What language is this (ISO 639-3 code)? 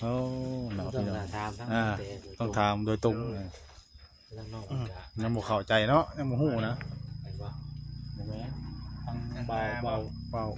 tts